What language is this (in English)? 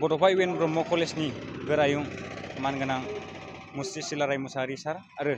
Bodo